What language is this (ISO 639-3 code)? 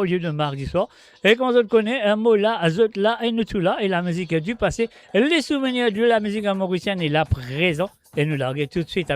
mfe